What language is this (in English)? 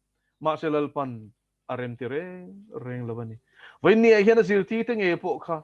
Mizo